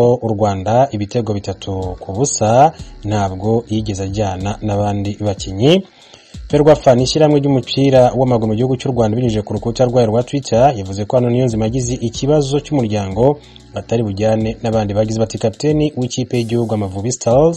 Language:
Kinyarwanda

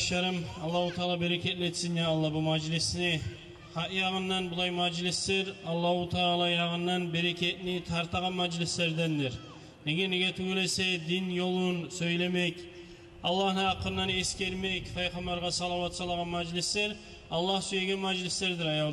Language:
Kumyk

